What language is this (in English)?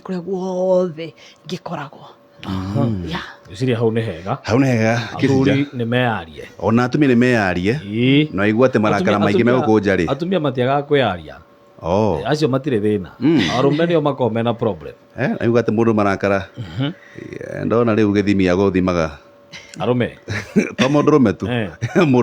Kikuyu